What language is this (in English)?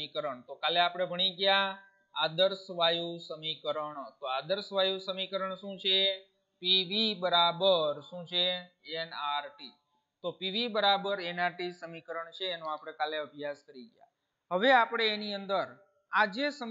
Gujarati